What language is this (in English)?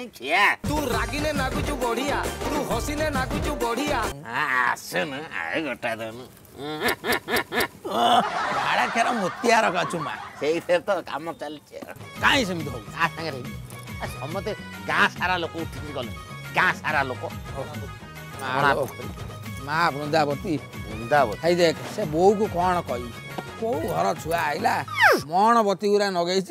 Odia